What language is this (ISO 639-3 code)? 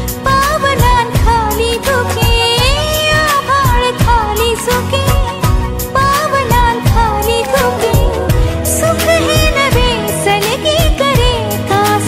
mar